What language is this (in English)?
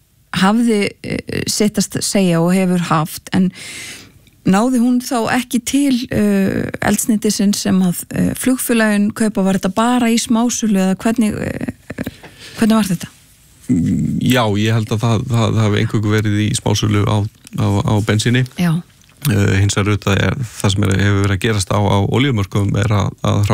Icelandic